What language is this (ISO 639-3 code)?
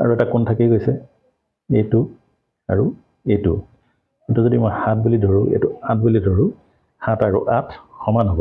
asm